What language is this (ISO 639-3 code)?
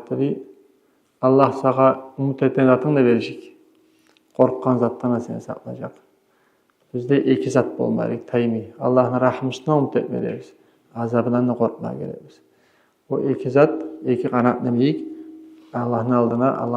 kum